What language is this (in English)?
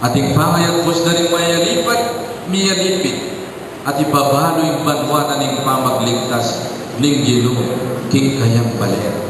Pampanga